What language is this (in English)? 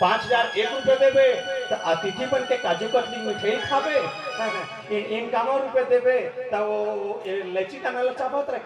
Chhattisgarhi